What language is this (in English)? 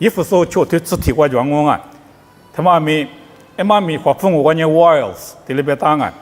Lisu